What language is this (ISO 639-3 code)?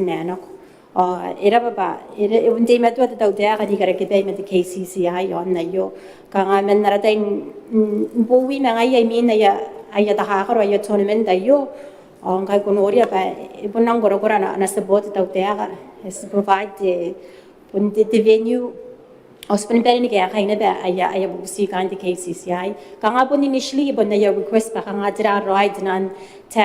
gil